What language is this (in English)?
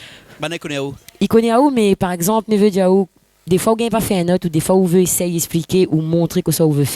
Réunion Creole French